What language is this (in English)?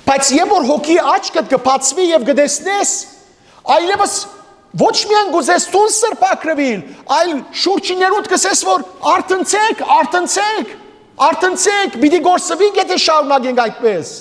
Western Armenian